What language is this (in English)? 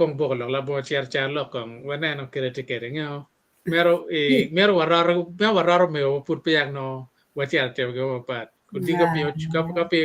Acoli